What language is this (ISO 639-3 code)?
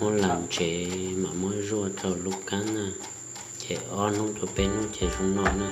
hmn